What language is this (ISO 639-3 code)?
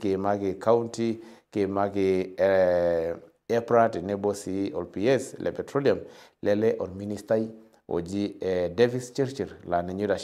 mas